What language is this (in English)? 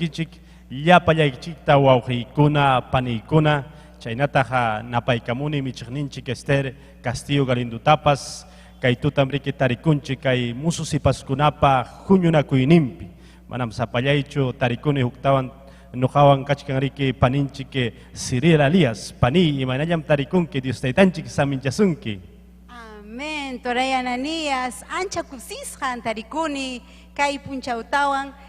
Ayacucho Quechua